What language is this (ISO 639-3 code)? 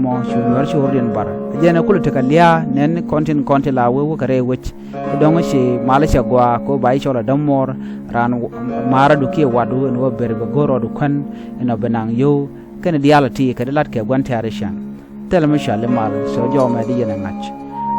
nus